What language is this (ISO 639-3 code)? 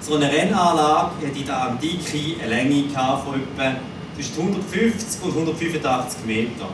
gsw